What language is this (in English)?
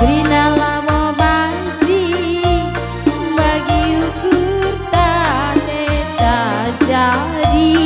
Batak Karo